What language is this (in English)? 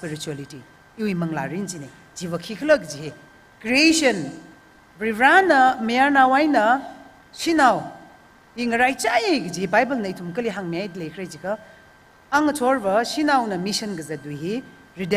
Tangkhul Naga (India)